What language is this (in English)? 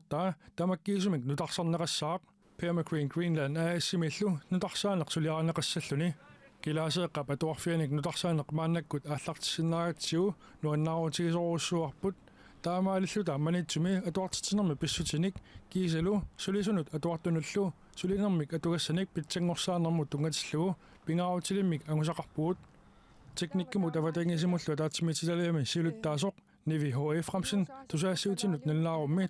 Kalaallisut